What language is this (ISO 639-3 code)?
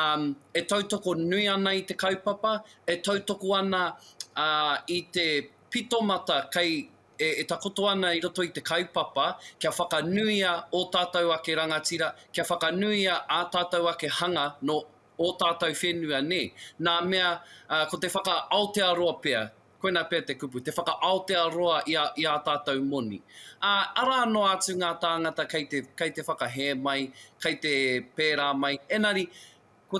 mri